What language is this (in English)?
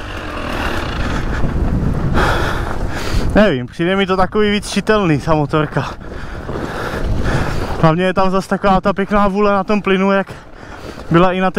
Czech